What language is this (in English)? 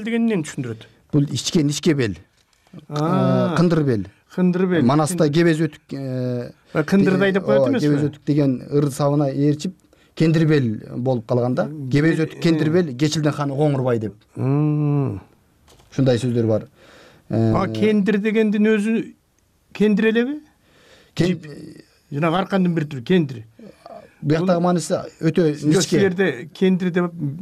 Kyrgyz